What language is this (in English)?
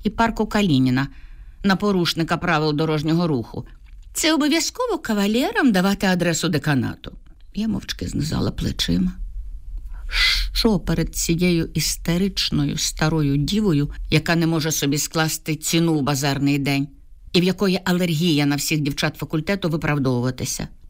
Ukrainian